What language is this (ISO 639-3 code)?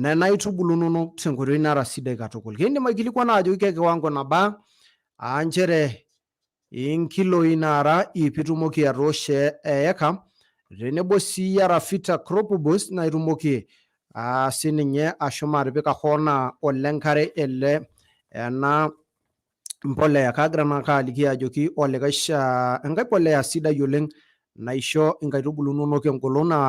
mas